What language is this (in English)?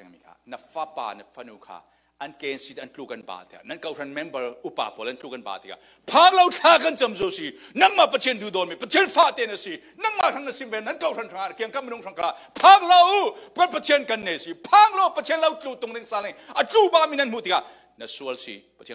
Falam Chin